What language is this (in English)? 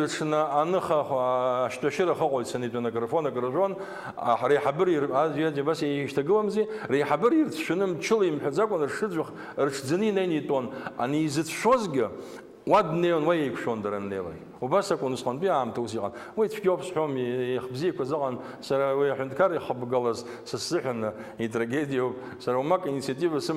Abkhazian